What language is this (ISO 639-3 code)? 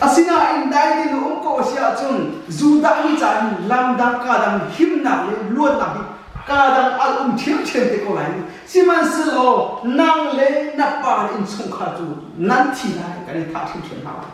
cnh